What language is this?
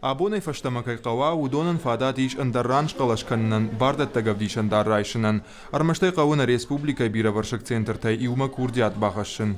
Ossetic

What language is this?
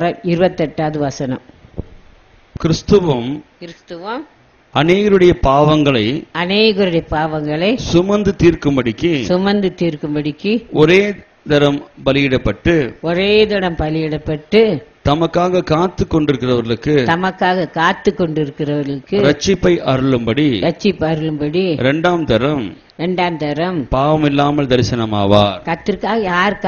Tamil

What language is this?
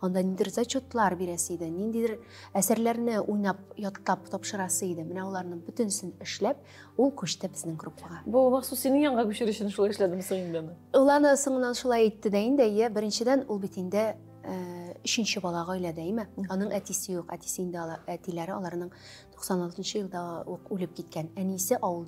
Tatar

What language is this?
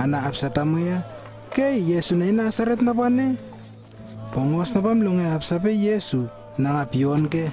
Lewo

